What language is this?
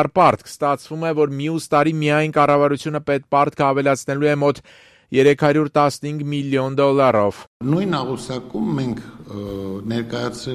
Armenian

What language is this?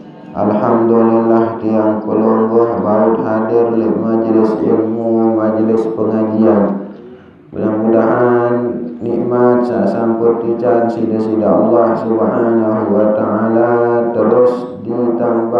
Sasak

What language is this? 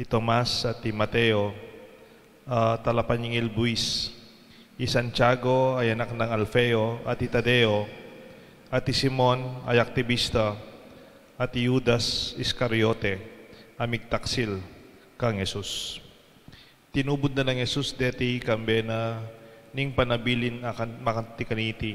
Pampanga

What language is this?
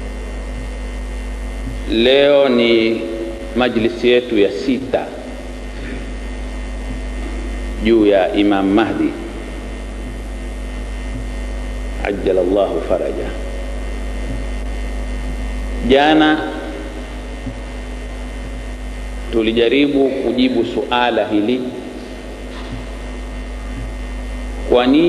Swahili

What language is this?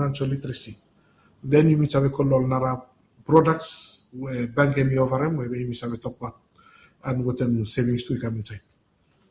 Bislama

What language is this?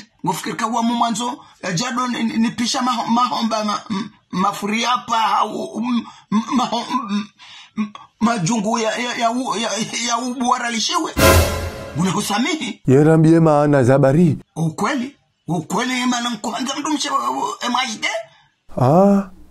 Ngazidja Comorian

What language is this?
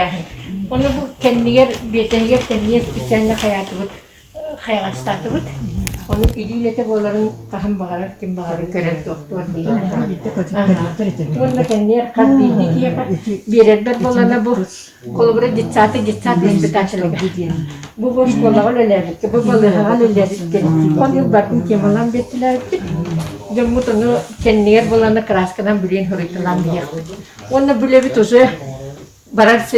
Yakut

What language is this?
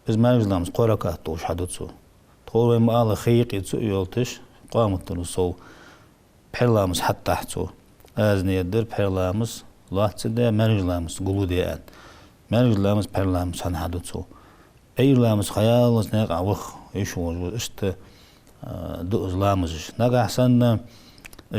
Ingush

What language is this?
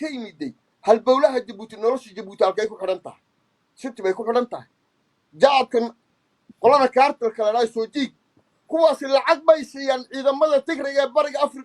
Somali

